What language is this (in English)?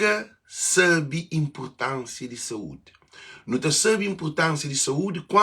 Kabuverdianu